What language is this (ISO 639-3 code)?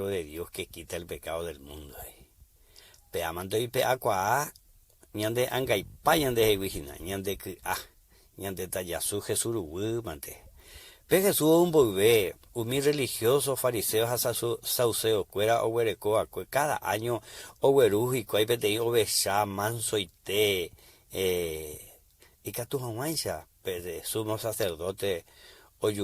grn